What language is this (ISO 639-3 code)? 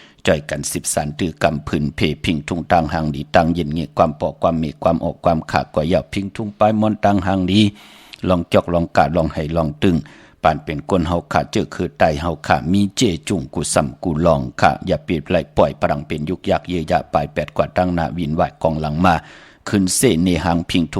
shn